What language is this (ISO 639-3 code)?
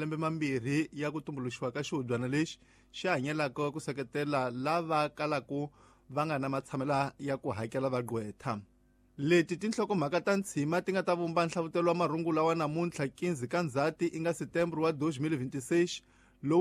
tso